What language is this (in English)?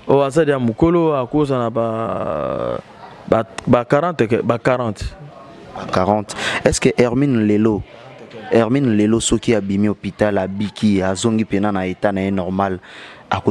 Lingala